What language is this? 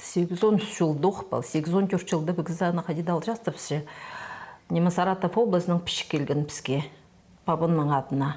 Khakas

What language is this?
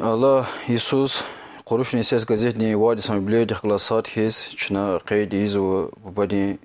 Lezghian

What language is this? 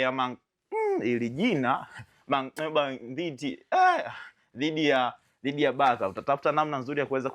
Swahili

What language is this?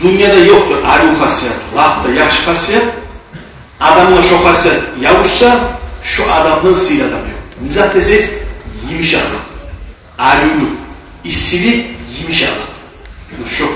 Kumyk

